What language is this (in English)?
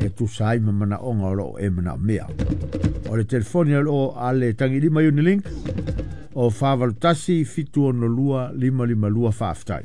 Samoan